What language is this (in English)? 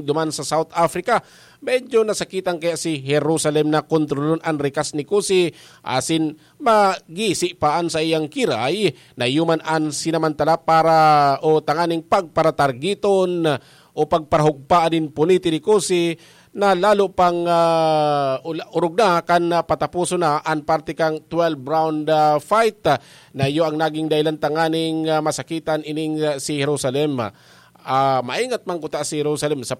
Bikol